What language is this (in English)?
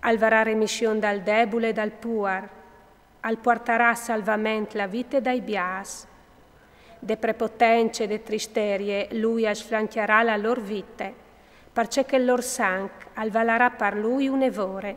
Friulian